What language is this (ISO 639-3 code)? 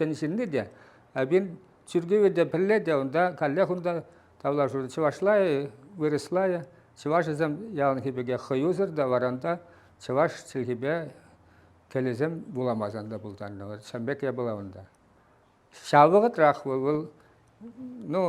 chv